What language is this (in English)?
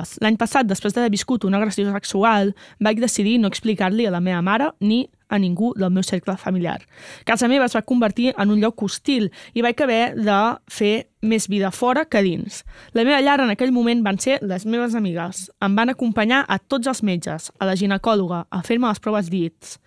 Catalan